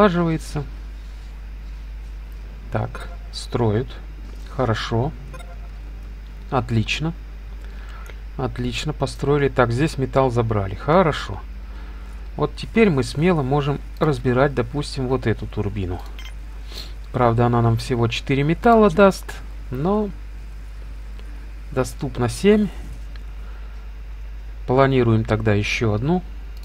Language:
Russian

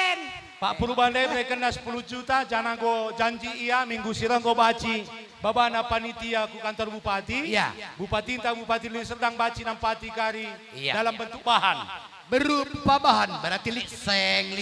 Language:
Batak Karo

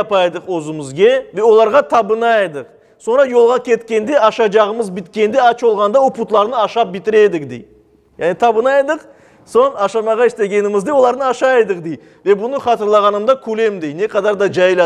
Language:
Crimean Tatar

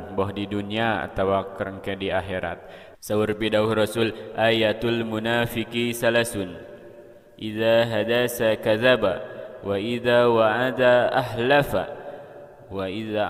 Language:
Sundanese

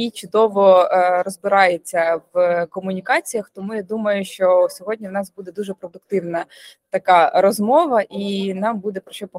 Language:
Ukrainian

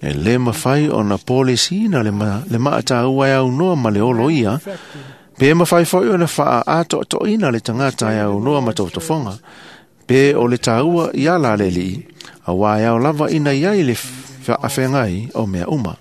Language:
Samoan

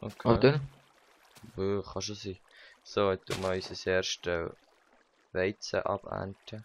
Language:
Swiss German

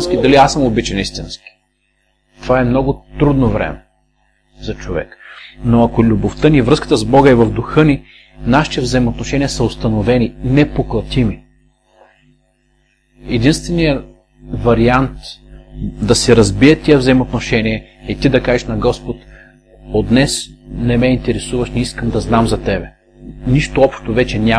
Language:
Bulgarian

